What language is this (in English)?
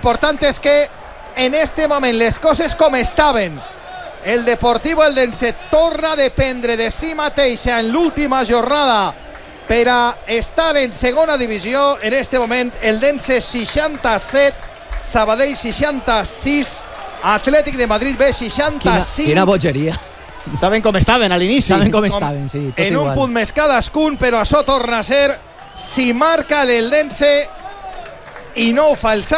Catalan